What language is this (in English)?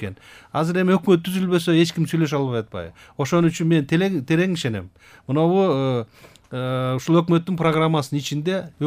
Kyrgyz